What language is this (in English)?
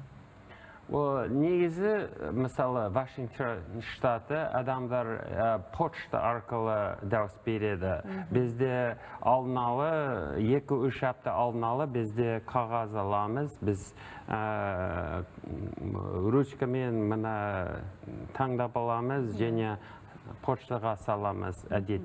Kazakh